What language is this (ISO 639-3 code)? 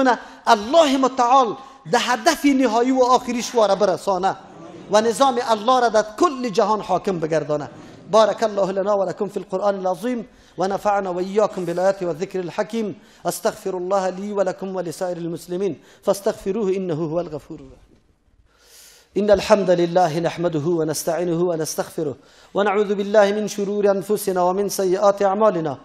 fas